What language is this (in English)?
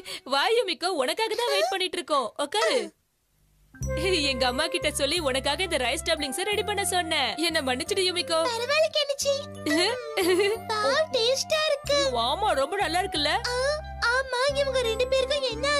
Tamil